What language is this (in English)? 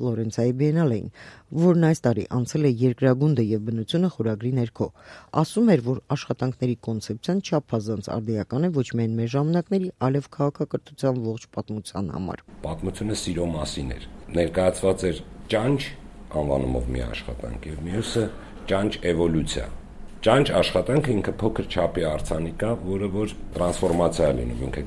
Armenian